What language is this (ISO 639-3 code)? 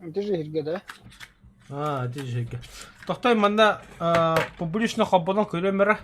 sah